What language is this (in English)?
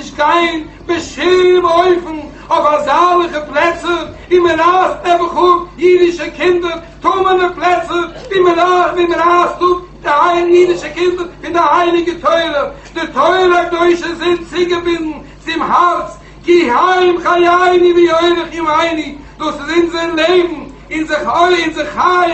Yiddish